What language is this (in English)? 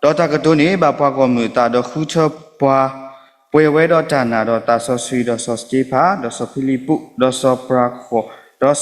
S'gaw Karen